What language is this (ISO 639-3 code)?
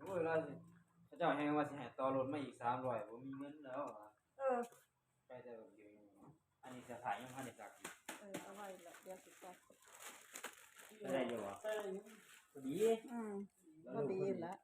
tts